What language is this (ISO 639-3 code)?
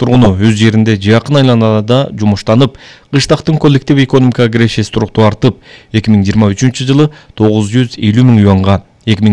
kir